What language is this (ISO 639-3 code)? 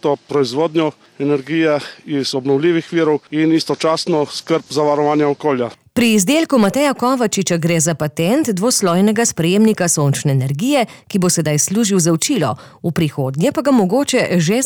slv